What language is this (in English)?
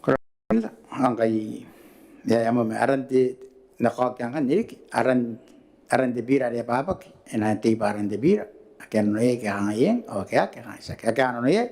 Gilbertese